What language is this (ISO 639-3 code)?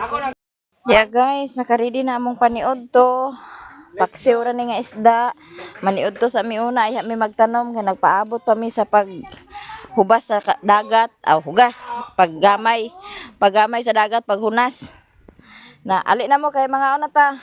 ceb